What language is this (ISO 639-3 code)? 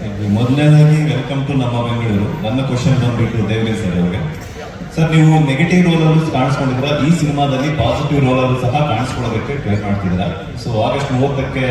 kan